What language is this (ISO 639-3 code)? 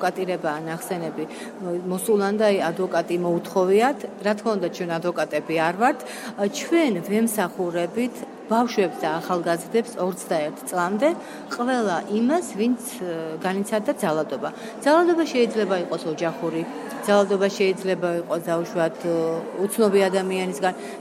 kat